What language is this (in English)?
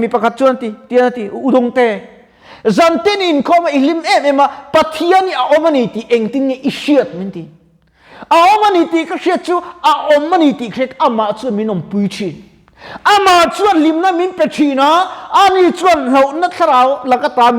Mizo